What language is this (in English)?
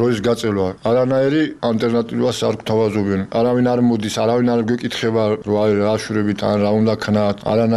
Georgian